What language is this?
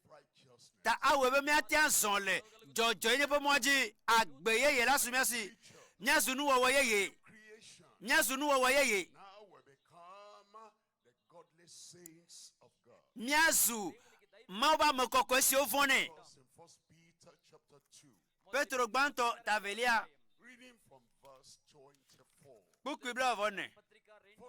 Ewe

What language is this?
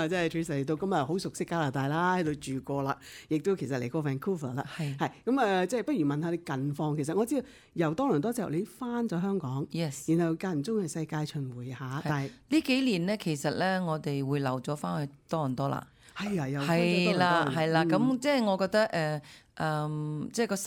Cantonese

